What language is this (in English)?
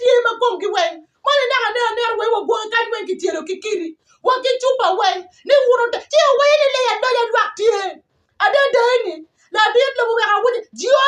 Acoli